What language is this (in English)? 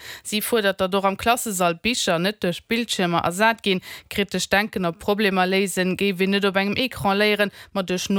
Luxembourgish